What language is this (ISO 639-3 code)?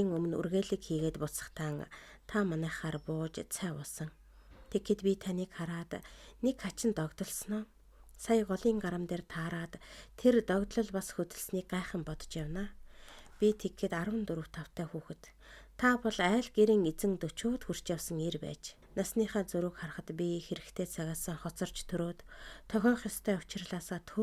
mon